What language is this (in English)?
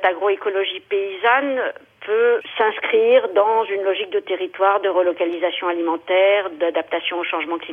French